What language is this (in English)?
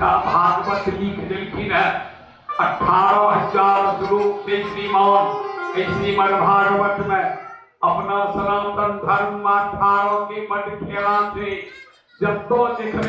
Maithili